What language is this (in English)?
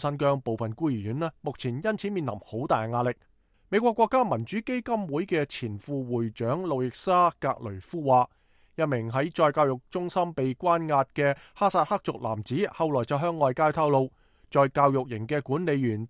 Cantonese